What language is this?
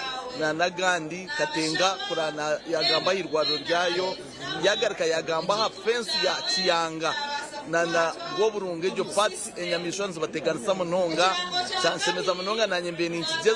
Nyankole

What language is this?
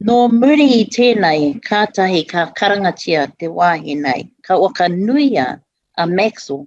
Māori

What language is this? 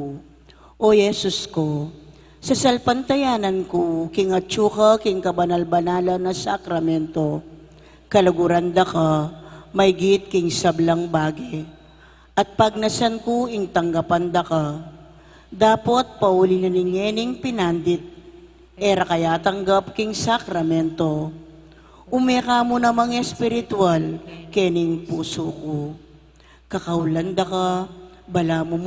Pampanga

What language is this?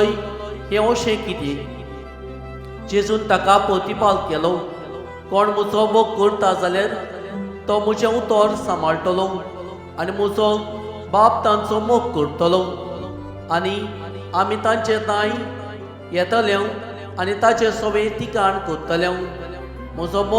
Konkani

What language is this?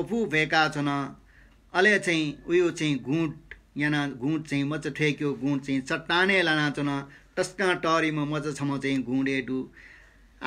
Newari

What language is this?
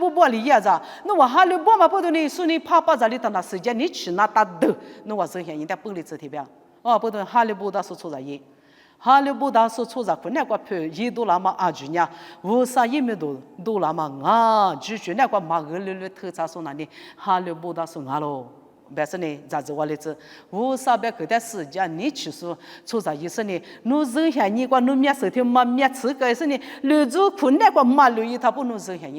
Lisu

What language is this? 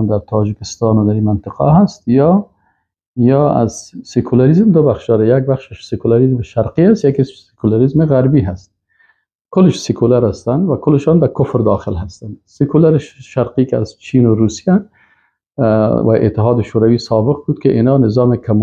Persian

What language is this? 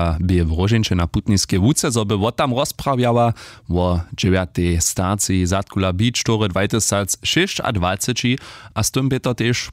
Upper Sorbian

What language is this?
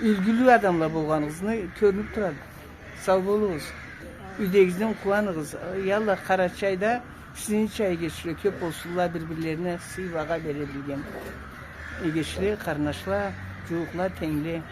Karachay-Balkar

